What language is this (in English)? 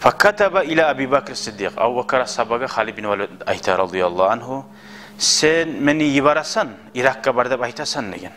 Kumyk